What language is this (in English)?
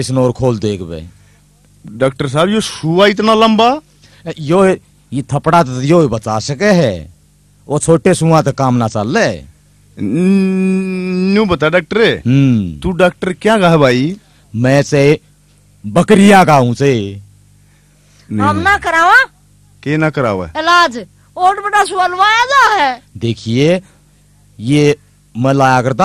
Haryanvi